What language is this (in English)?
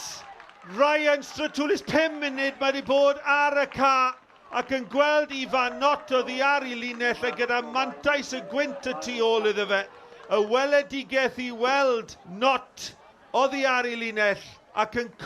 Welsh